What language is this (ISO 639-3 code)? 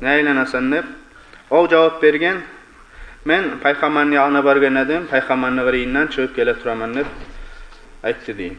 kum